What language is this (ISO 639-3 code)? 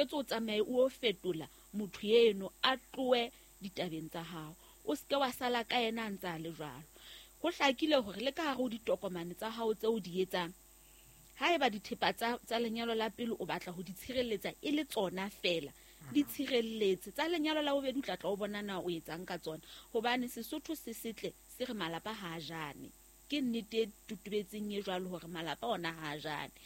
sot